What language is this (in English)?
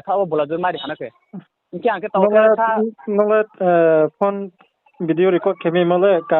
Riang (India)